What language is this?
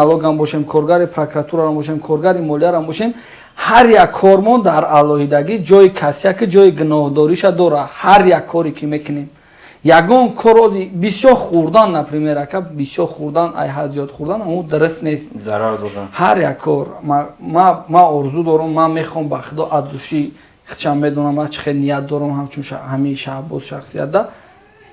Tajik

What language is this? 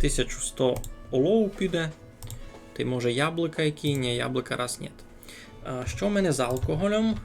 Rusyn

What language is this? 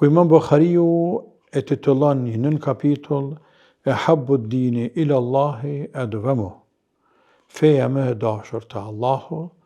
Albanian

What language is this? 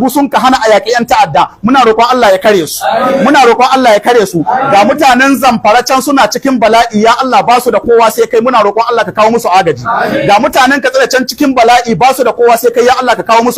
Hausa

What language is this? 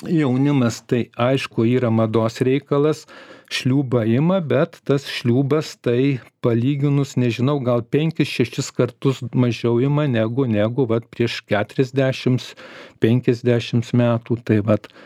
Lithuanian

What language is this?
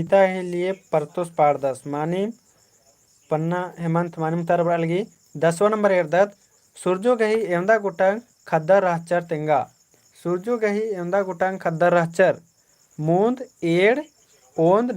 Kurukh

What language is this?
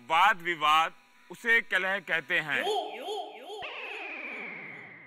Hindi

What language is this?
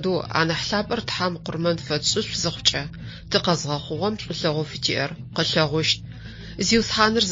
Adyghe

